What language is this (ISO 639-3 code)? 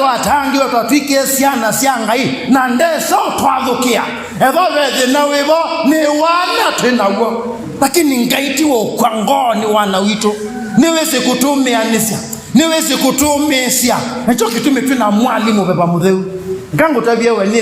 kam